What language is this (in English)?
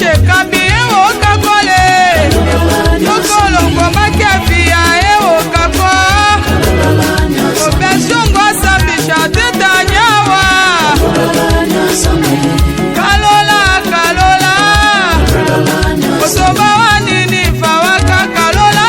Tetela